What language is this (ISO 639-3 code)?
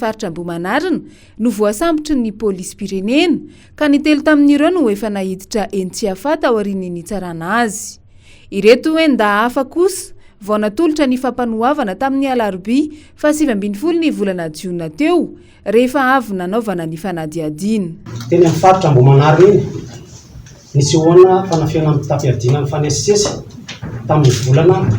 mlg